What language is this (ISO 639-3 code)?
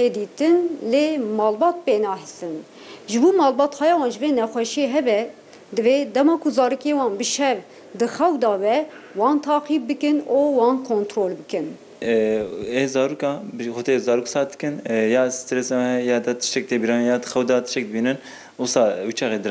kur